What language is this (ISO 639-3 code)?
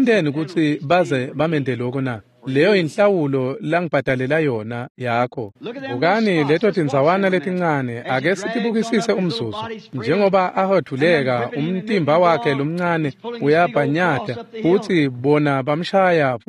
ssw